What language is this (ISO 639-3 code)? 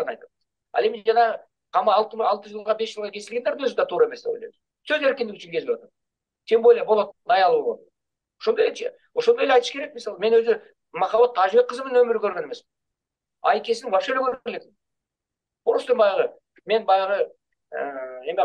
kir